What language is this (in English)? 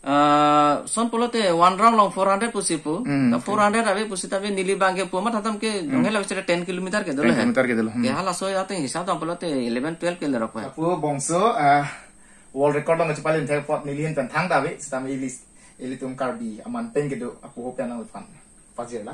Karbi